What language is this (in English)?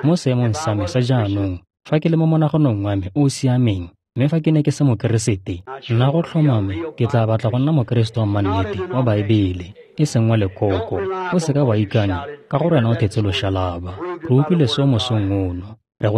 Tswana